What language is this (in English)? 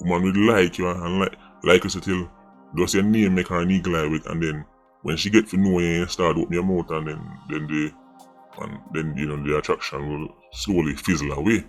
Jamaican Creole English